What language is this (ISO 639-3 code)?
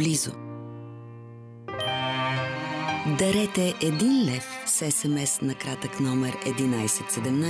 bul